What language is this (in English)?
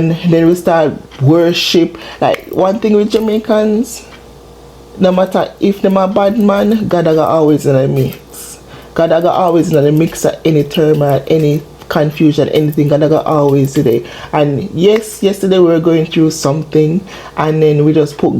Jamaican Creole English